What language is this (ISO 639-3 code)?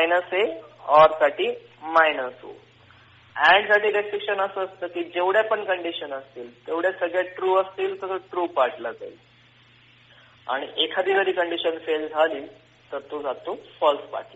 mar